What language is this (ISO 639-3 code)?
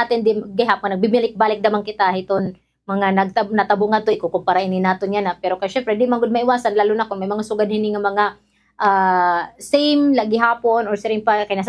war